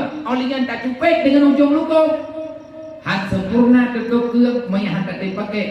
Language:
Achinese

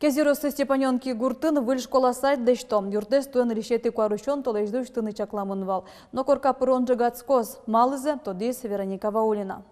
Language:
Udmurt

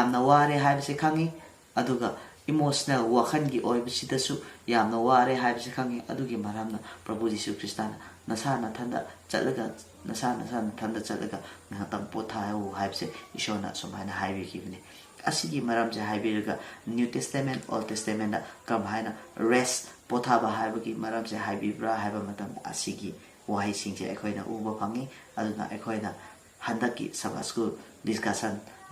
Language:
Manipuri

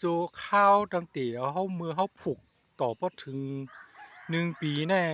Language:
Shan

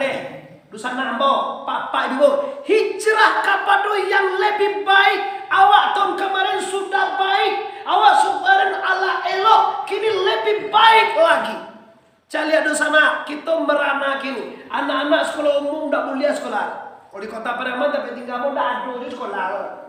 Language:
Minangkabau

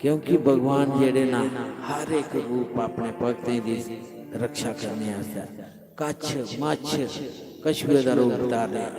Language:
Dogri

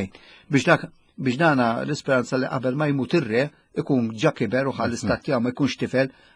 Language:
Maltese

